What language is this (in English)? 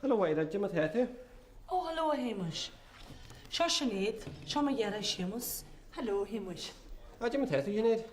Irish